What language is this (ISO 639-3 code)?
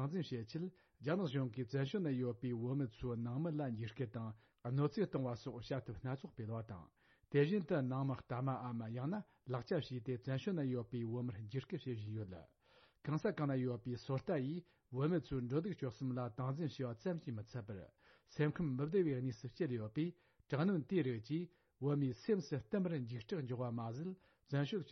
bod